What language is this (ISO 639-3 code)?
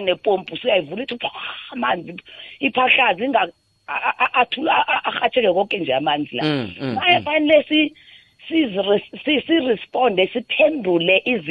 nbl